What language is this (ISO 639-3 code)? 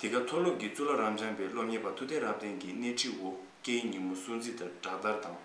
bod